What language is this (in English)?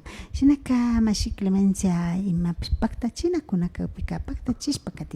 Imbabura Highland Quichua